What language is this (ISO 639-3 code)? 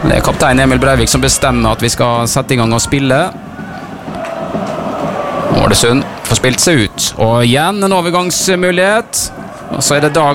nor